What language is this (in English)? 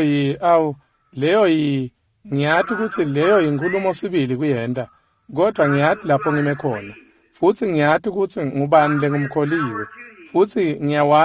Swati